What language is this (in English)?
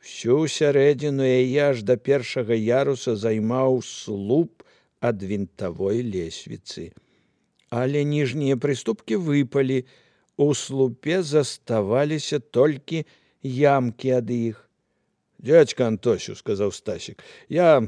Belarusian